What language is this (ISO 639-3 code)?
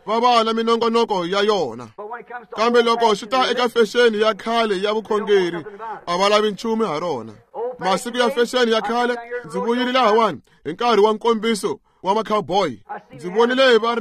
tso